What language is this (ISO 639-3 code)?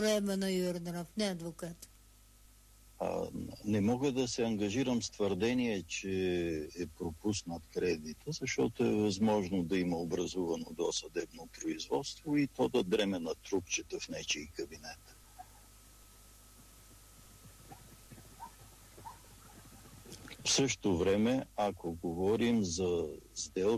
bul